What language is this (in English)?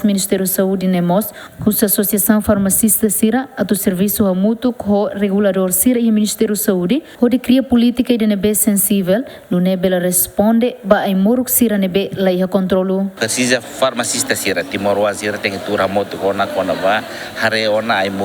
Tetum